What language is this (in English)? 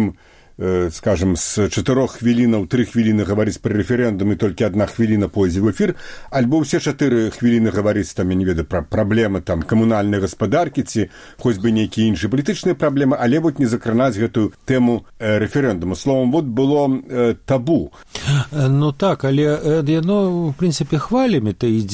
Belarusian